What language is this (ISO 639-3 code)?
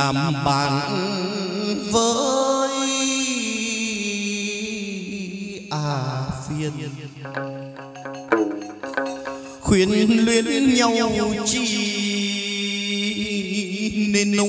vie